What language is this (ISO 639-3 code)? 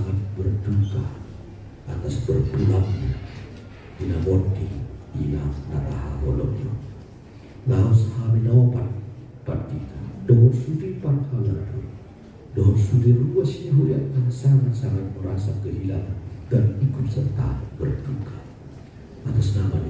bbc